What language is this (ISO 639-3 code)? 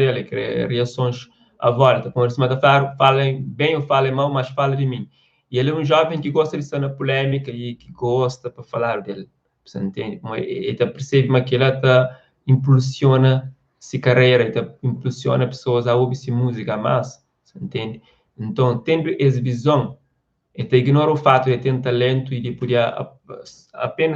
kea